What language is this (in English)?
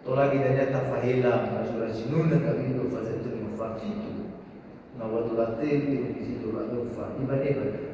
Nias